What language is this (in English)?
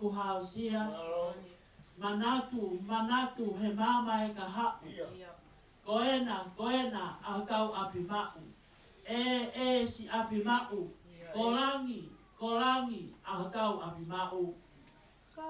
Tongan